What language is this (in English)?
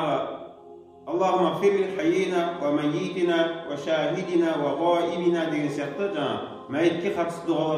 Kazakh